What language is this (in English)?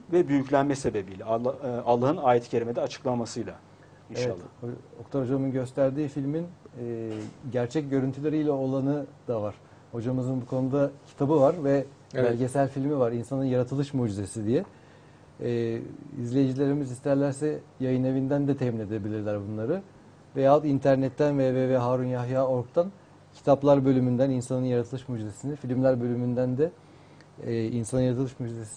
Turkish